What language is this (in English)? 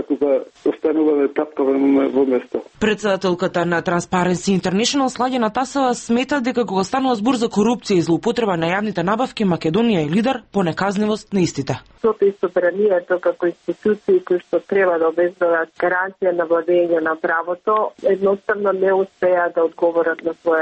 Macedonian